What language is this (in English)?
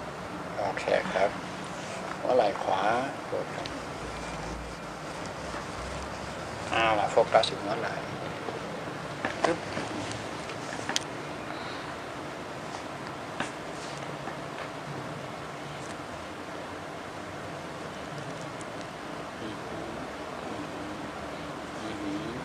Thai